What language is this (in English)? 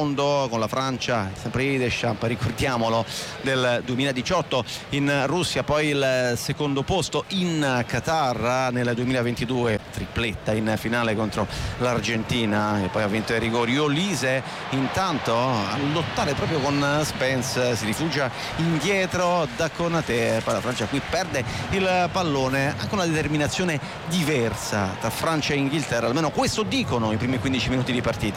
Italian